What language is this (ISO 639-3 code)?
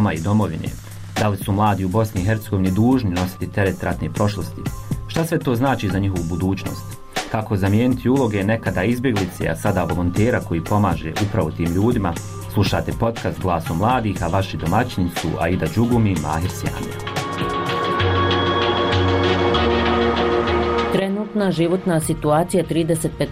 bos